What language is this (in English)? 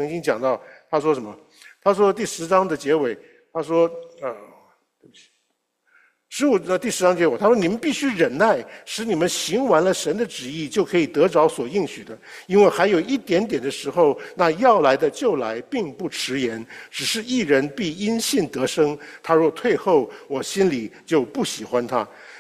Chinese